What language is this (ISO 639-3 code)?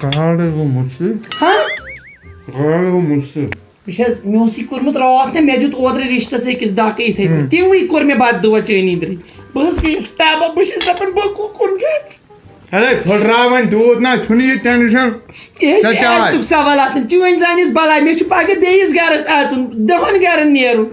kas